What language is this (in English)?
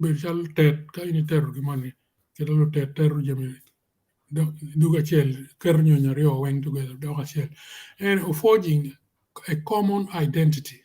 Acoli